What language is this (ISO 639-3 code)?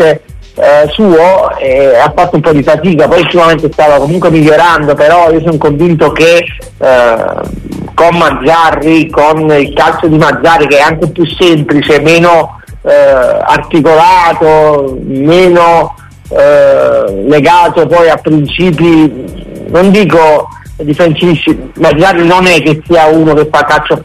ita